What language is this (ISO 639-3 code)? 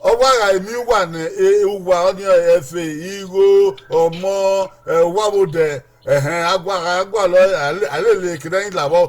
bin